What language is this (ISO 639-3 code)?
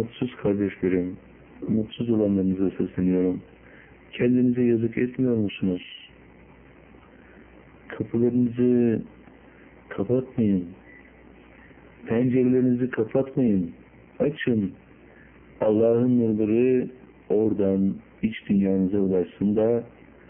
tur